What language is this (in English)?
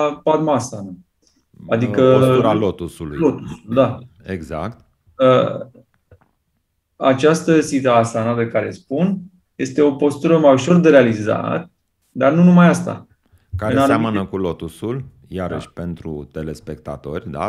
Romanian